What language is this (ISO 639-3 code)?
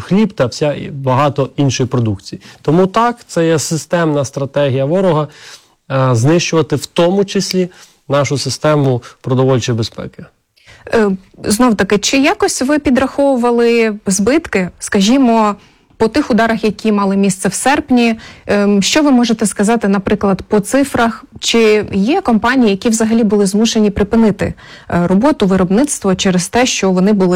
ukr